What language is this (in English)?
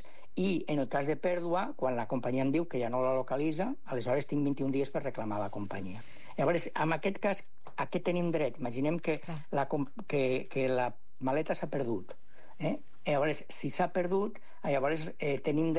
Catalan